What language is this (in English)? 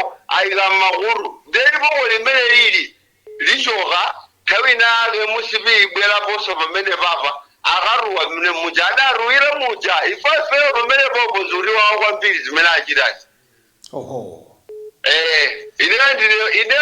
Nyanja